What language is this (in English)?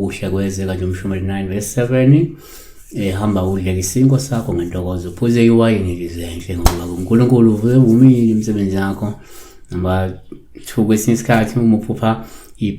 Zulu